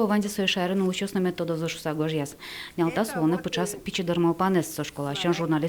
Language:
Udmurt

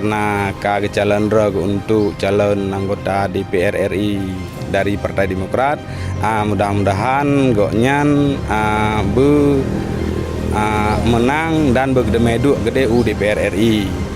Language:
Achinese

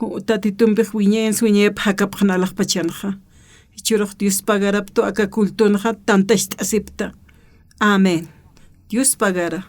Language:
Aymara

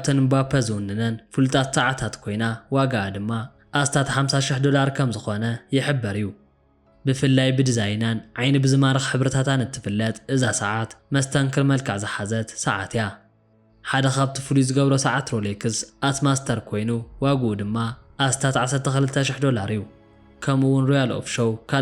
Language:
Tigrinya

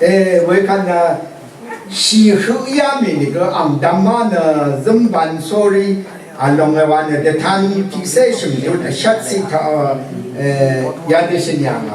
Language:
Rawang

